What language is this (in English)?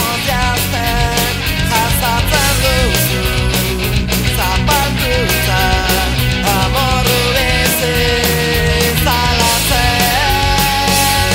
Basque